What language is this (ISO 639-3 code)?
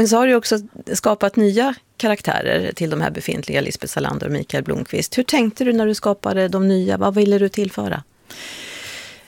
swe